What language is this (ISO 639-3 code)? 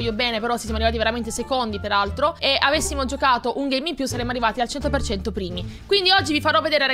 ita